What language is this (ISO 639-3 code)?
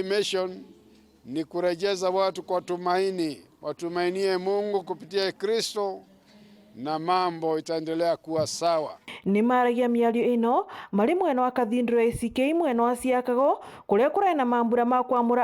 mer